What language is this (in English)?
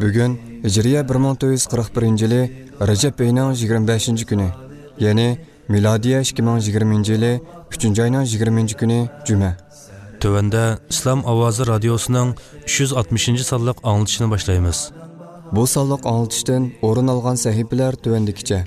Uyghur